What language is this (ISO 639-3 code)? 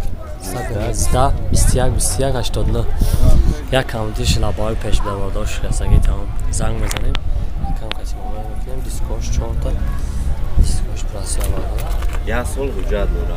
tgk